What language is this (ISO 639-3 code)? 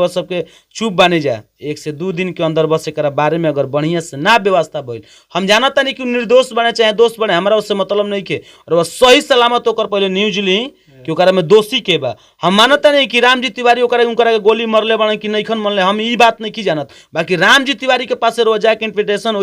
bho